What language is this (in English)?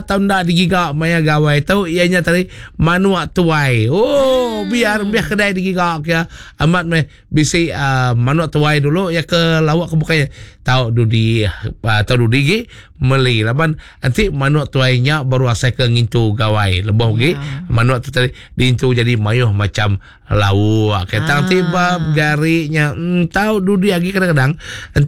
Iban